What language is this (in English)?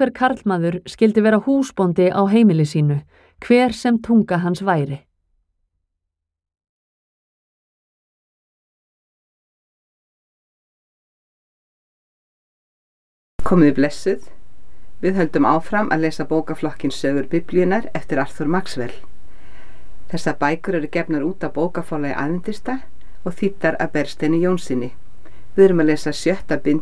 Icelandic